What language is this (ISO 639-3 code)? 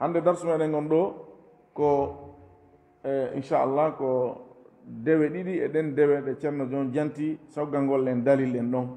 ful